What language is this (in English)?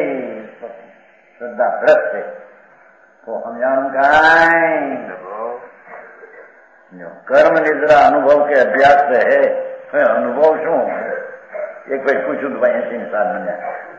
Gujarati